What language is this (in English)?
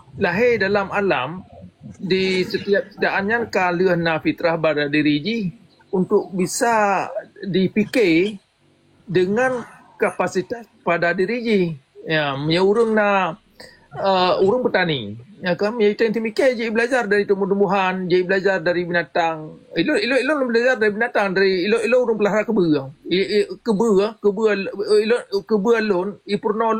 Achinese